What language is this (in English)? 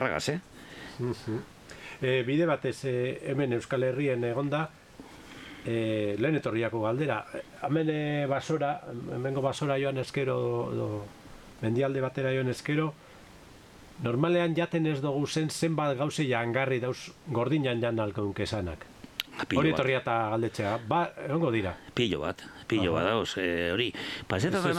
Basque